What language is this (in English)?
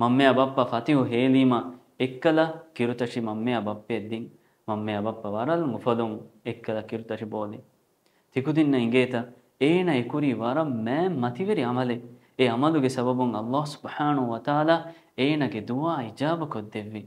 Divehi